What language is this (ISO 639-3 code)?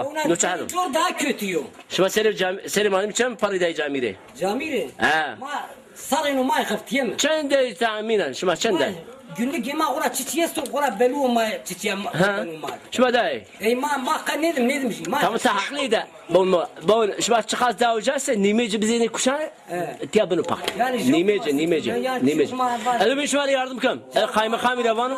zza